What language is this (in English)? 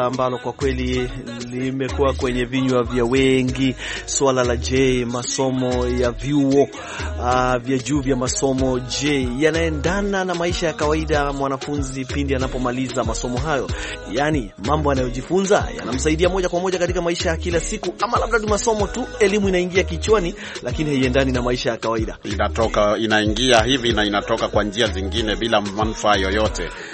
Swahili